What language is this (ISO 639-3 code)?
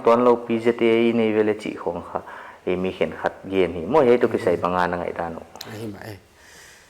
pck